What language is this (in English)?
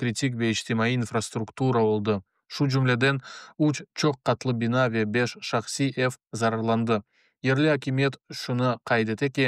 Crimean Tatar